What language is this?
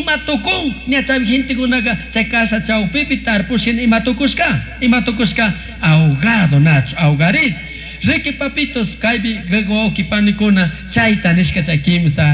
Chimborazo Highland Quichua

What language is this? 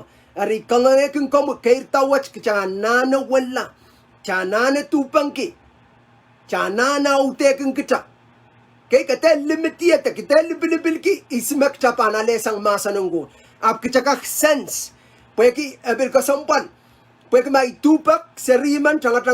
Pohnpeian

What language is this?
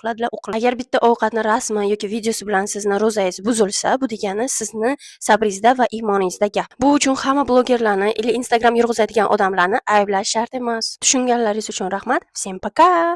Uzbek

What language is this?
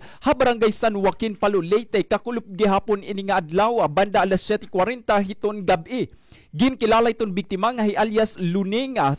Waray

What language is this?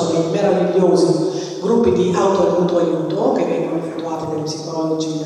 Italian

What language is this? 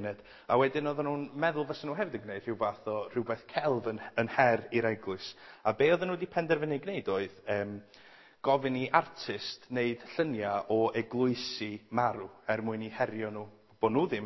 Welsh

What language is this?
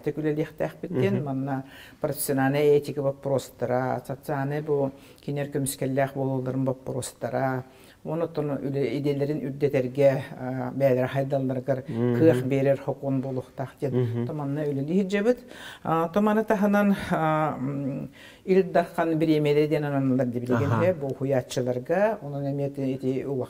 Yakut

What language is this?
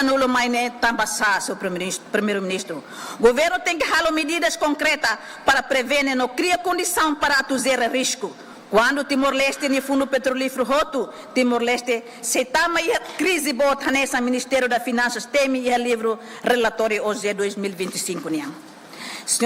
Tetum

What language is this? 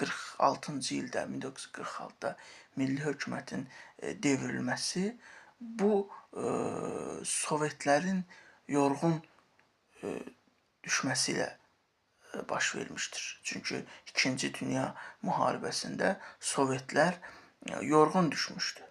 Azerbaijani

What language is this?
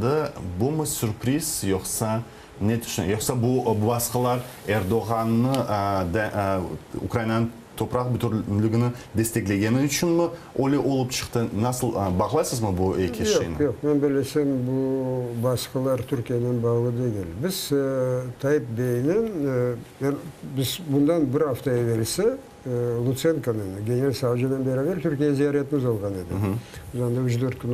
Crimean Tatar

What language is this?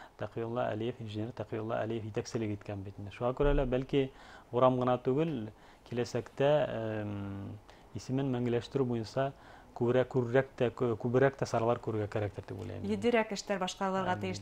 Bashkir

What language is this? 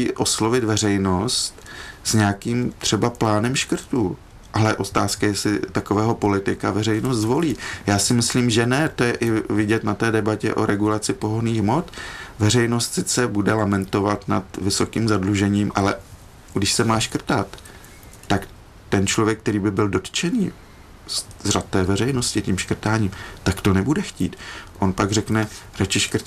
Czech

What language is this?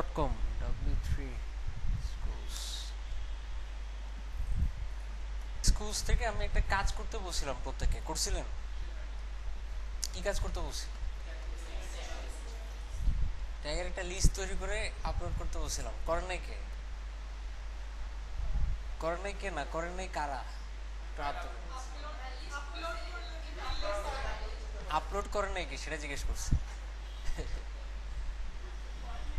Bangla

